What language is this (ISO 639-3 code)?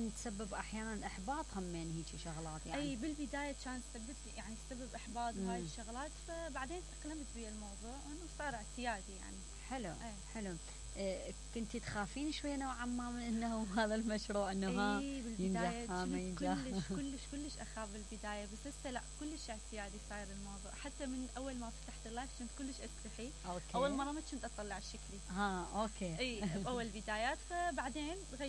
acm